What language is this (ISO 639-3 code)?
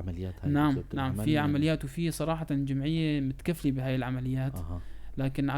apc